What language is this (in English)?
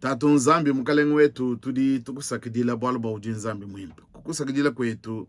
Luba-Lulua